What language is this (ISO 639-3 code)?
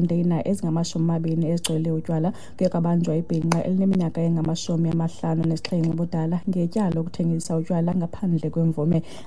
xho